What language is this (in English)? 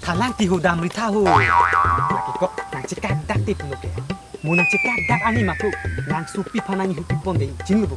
Karbi